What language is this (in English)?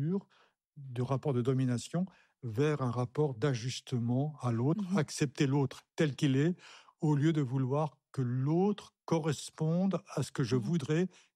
French